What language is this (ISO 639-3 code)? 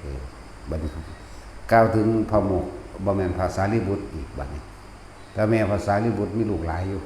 tts